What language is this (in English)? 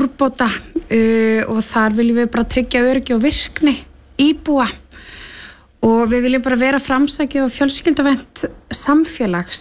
Icelandic